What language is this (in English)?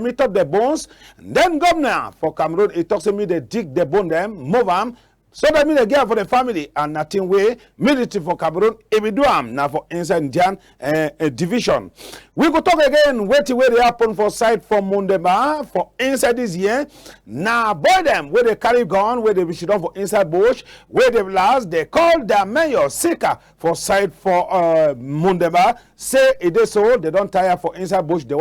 Cameroon Pidgin